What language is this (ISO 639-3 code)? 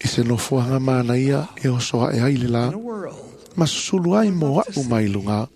smo